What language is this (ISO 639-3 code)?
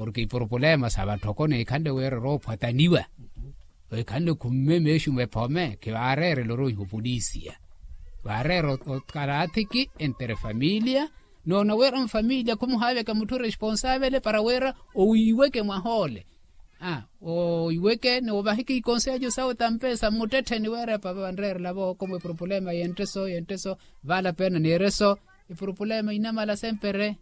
vmw